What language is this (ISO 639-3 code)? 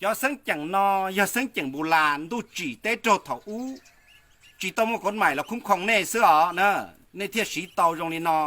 hmn